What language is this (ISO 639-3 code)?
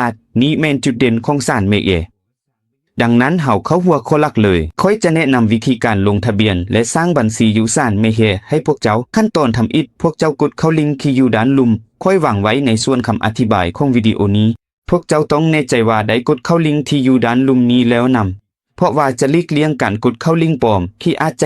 lao